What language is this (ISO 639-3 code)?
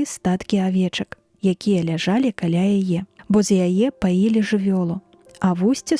bel